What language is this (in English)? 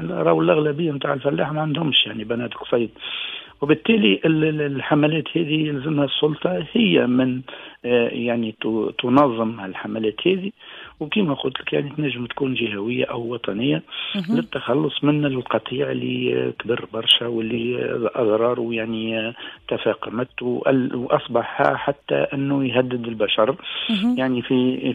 Tunisian Arabic